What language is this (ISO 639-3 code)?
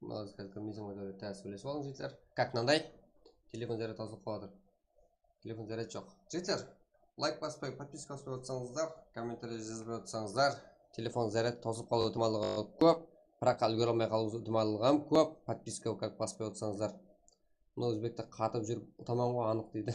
kaa